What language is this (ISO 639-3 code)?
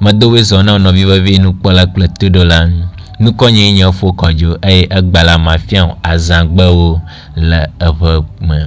ewe